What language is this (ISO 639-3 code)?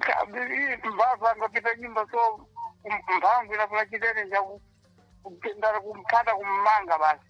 seh